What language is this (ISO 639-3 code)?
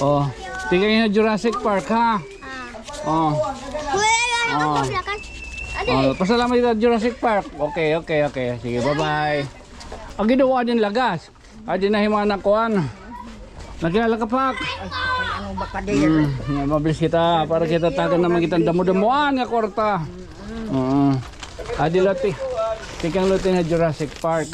war